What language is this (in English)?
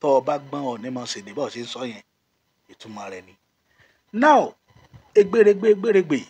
Yoruba